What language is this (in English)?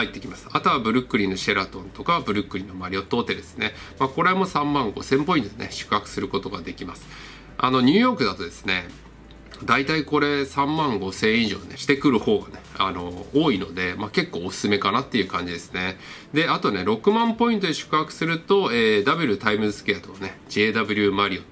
Japanese